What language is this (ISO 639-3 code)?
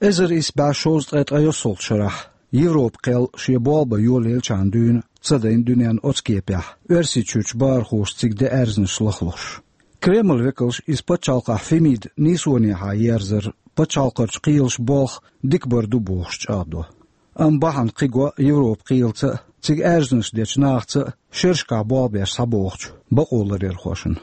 che